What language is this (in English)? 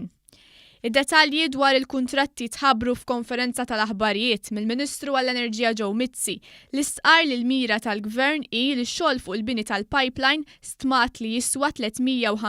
Maltese